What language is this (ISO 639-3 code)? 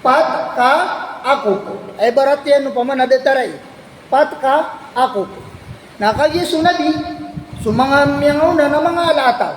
mrw